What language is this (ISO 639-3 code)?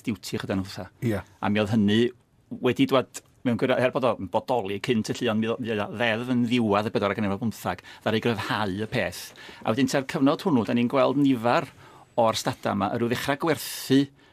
cym